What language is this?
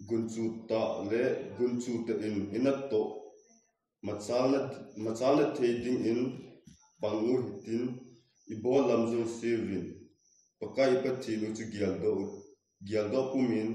Thado Chin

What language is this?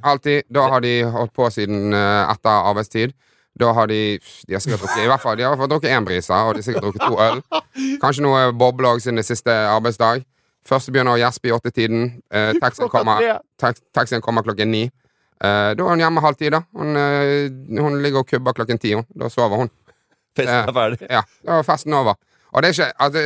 Norwegian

